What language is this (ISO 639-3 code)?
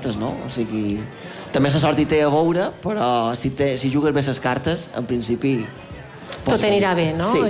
cat